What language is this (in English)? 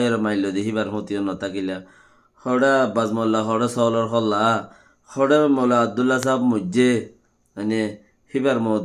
Rohingya